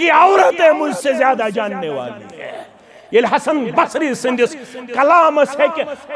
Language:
Kashmiri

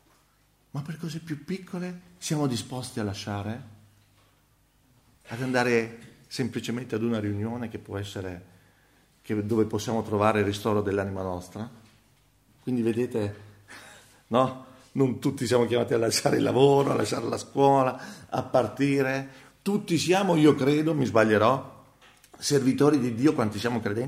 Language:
Italian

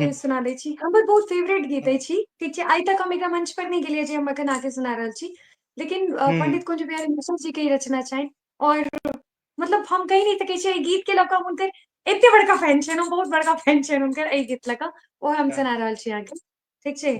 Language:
Maithili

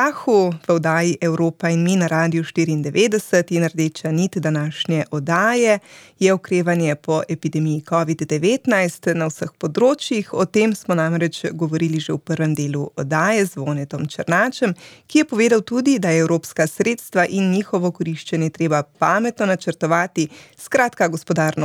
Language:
Slovenian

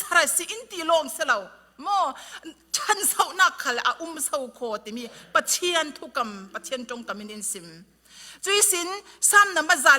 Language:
Falam Chin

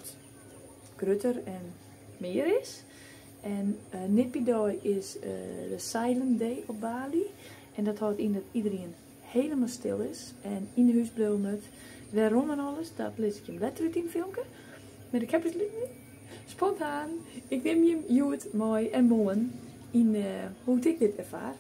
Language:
Western Frisian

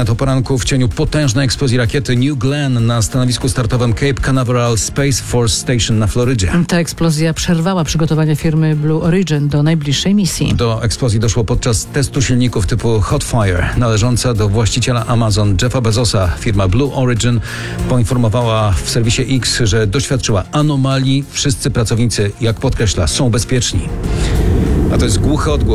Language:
Polish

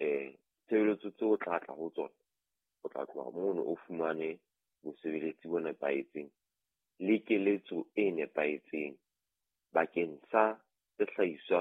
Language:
Southern Sotho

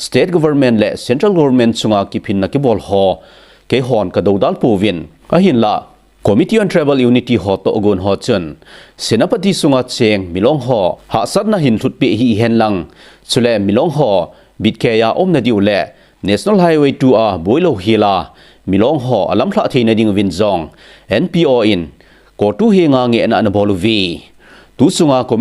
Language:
Thado Chin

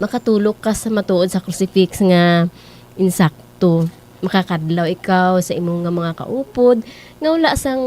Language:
Hiligaynon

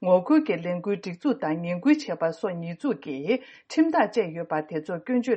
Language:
Tibetan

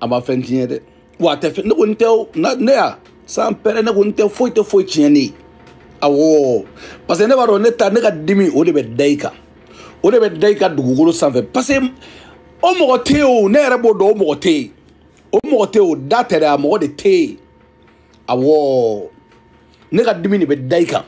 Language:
Bambara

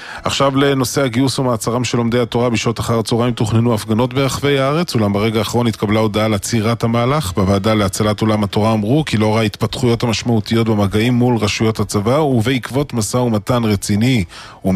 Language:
Hebrew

